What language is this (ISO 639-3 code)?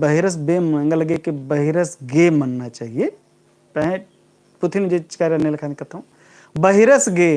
kru